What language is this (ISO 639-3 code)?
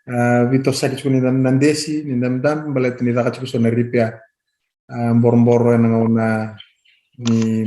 fij